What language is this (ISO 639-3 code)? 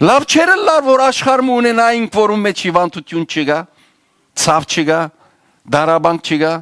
hyw